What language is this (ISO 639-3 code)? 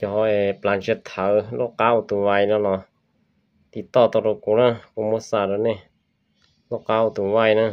hmn